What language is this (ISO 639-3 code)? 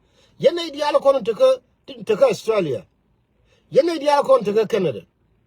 nus